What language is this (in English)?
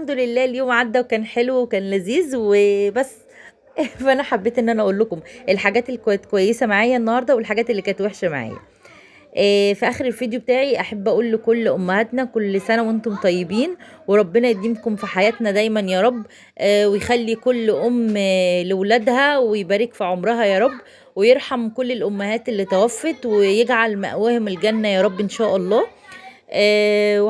Egyptian Arabic